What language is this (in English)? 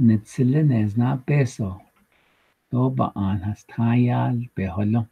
Navajo